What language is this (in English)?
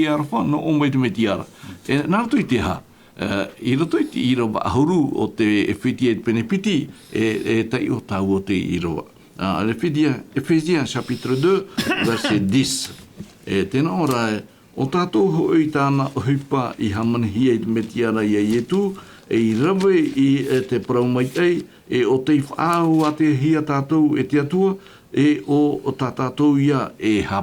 Tahitian